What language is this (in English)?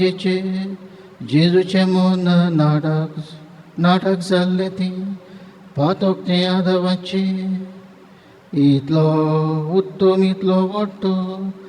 Konkani